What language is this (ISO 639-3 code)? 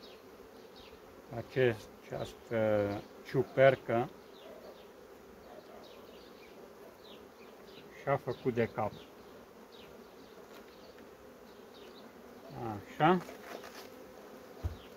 ron